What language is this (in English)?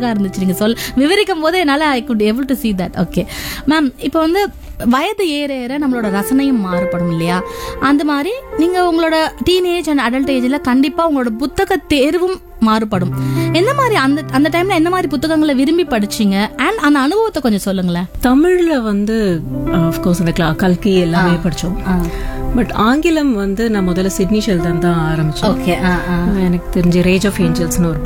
Tamil